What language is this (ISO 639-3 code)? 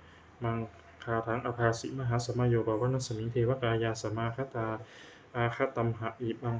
pli